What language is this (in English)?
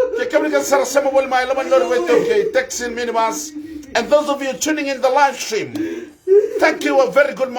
Fijian